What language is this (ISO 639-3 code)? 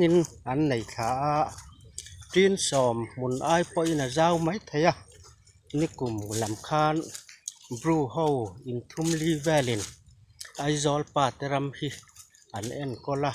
lus